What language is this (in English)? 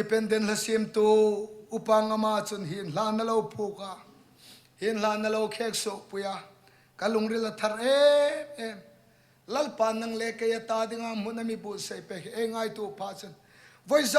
Hmar